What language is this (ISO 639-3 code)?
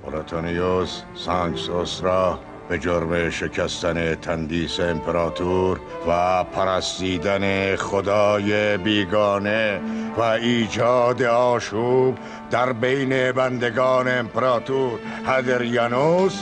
tgk